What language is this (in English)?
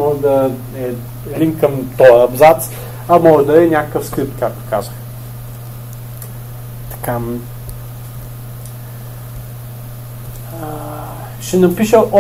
Bulgarian